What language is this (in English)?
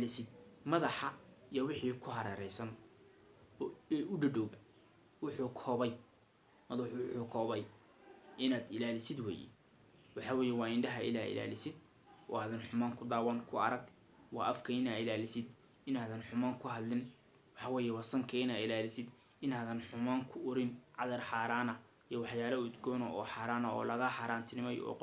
Somali